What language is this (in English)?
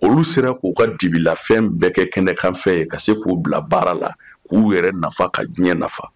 Bambara